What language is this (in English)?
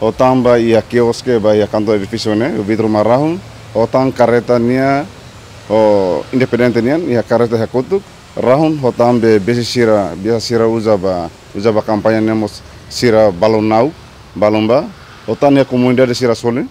Tetum